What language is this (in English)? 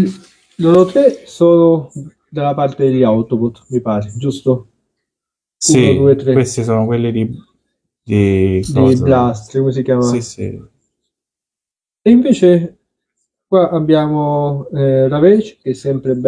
Italian